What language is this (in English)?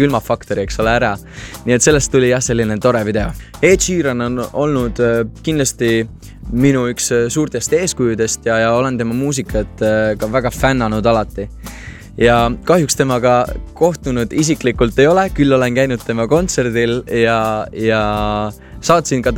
Estonian